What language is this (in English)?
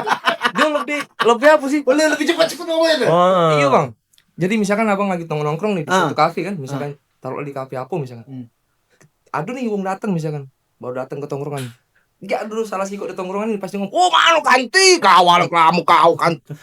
Musi